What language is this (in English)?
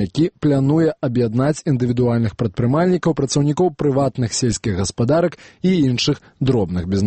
Belarusian